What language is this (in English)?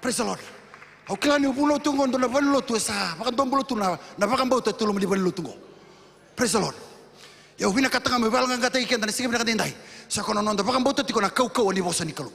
Fijian